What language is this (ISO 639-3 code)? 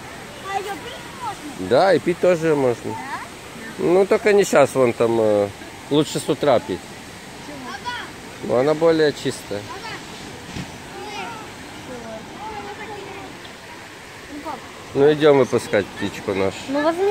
rus